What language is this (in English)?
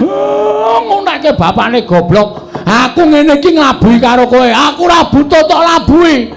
Javanese